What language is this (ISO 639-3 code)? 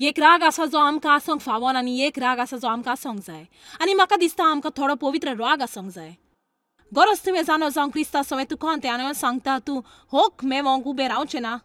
kok